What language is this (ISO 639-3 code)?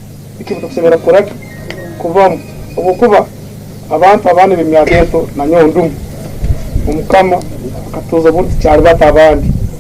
ttj